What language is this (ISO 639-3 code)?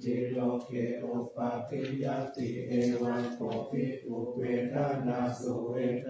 pli